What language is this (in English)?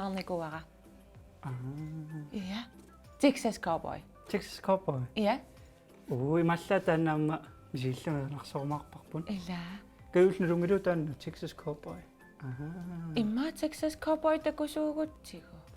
Kalaallisut